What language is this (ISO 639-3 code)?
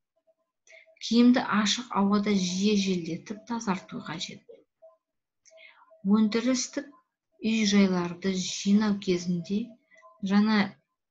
kaz